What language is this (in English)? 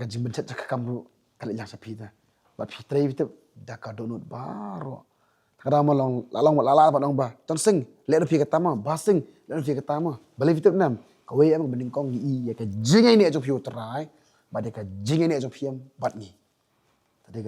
Khasi